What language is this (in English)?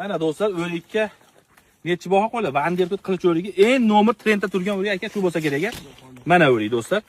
Uzbek